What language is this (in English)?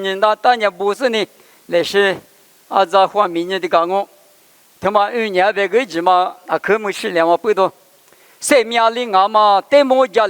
Lisu